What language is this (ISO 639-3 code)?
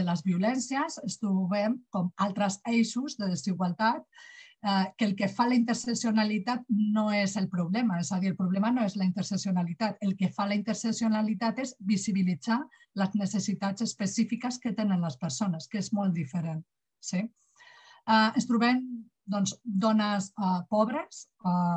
cat